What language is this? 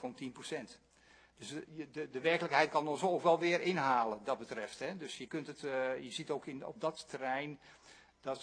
Dutch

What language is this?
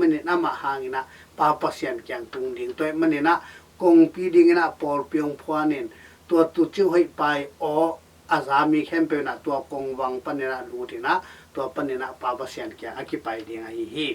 Tedim Chin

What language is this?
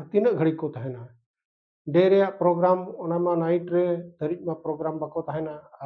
Santali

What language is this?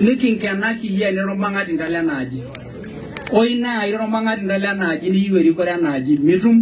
Masai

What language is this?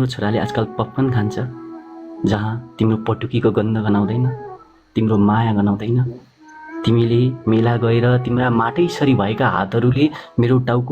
Nepali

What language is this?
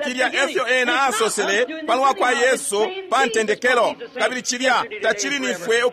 Bemba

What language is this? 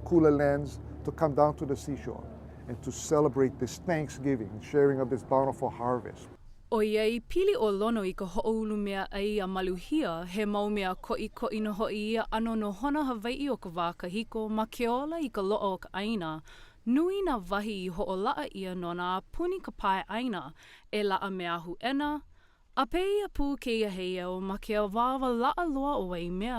Hawaiian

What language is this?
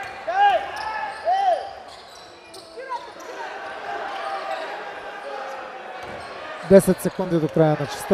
Bulgarian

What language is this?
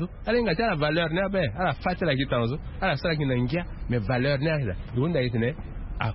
Sango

